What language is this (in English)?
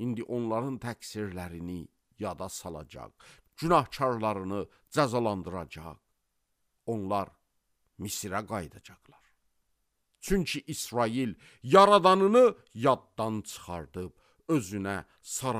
Azerbaijani